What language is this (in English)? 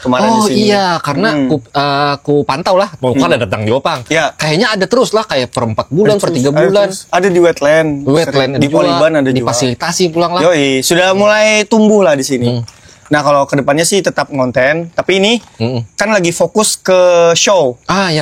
Banjar